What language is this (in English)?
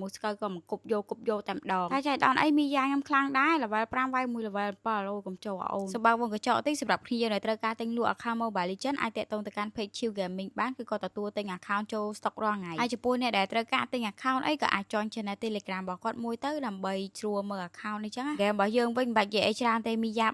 Khmer